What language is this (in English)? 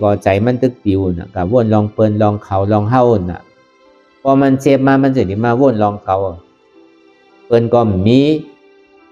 Shan